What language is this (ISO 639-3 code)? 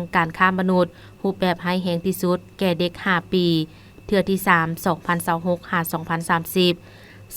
lao